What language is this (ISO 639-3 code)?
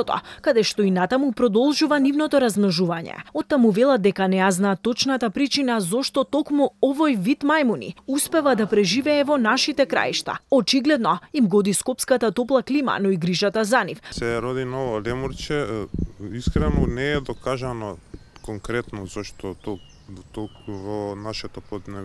mkd